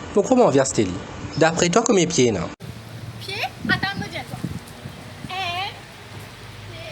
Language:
Morisyen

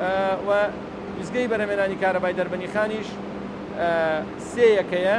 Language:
Central Kurdish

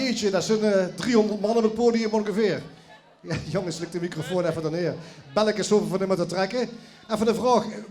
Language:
Limburgish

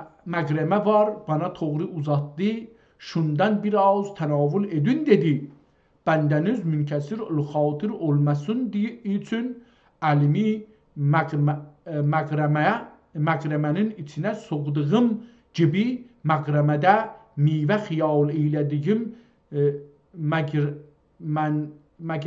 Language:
South Azerbaijani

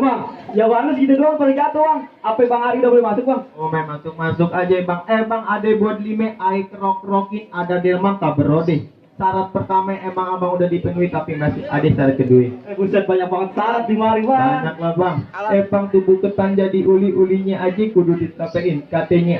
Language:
Betawi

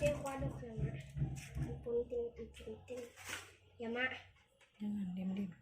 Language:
Betawi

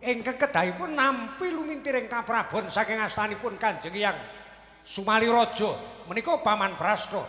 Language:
Javanese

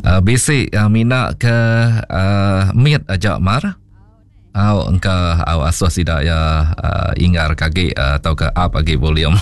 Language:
Iban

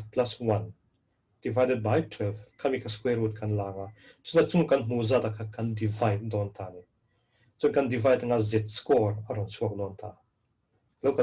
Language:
Mizo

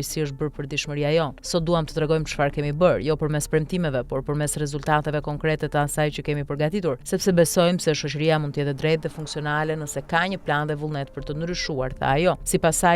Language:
Albanian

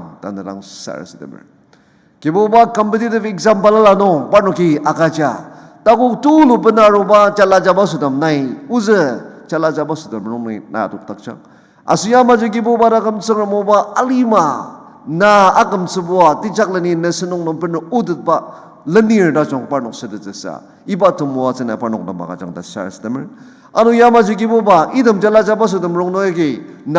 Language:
Ao Naga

